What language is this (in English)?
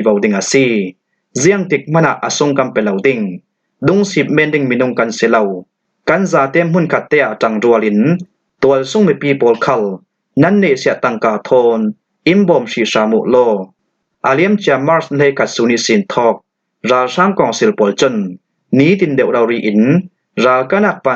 Falam Chin